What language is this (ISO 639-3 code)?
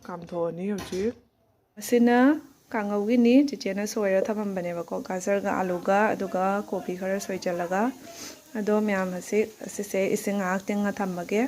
mni